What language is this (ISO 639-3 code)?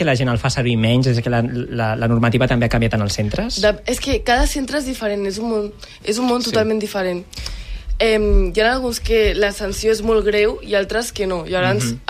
cat